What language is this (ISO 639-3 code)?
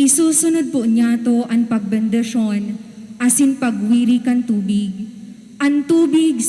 bik